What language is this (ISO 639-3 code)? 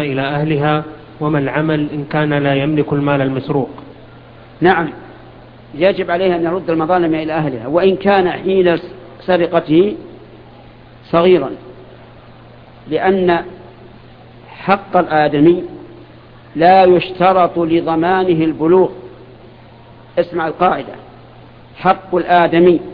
ara